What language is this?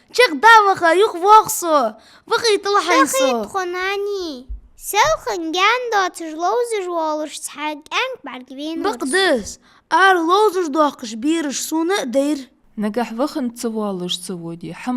Ingush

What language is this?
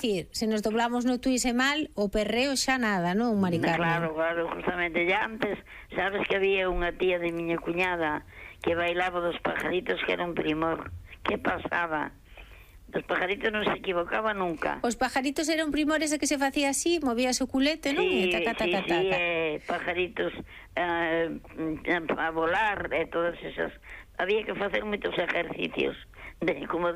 Galician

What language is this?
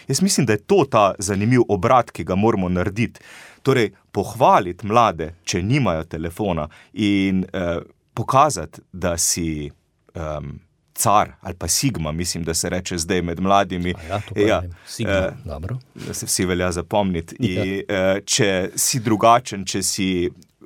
Slovenian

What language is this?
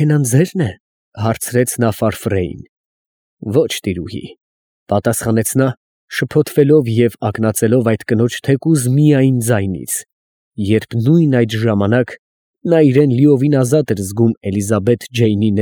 Armenian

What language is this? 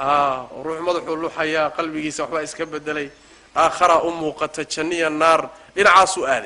Somali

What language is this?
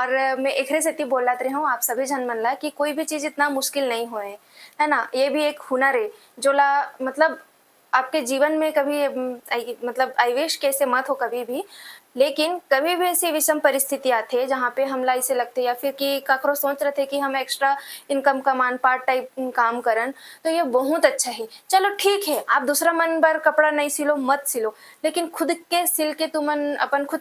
Chhattisgarhi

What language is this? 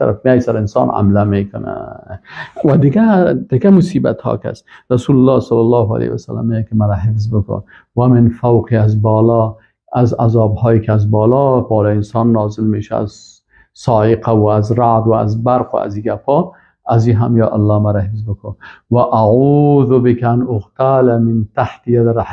Persian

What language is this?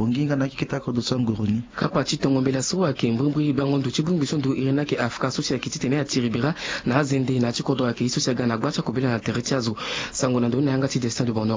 Sango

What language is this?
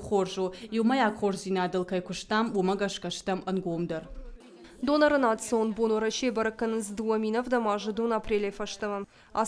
Ossetic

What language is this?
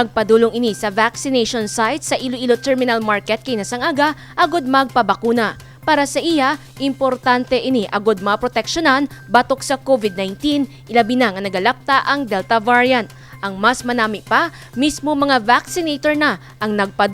Hiligaynon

